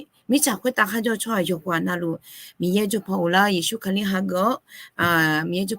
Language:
Akha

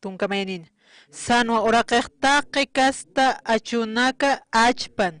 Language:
Aymara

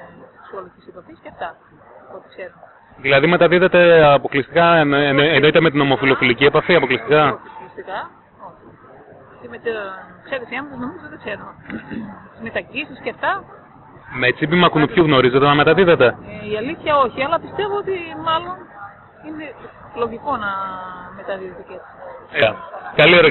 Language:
Greek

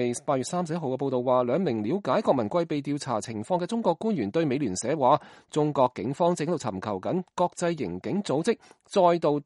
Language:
Cantonese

